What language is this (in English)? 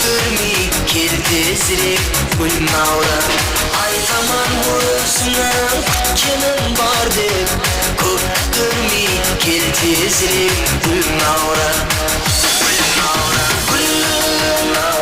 Kara-Kalpak